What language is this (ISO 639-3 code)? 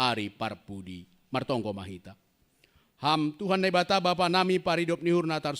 bts